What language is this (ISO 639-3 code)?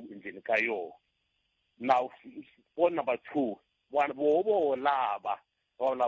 tso